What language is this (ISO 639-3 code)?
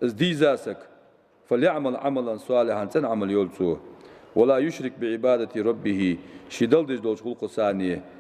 inh